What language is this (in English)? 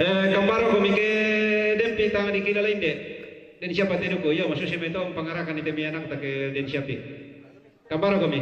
Toraja-Sa'dan